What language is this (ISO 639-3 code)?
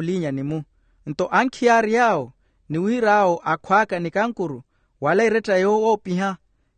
vmw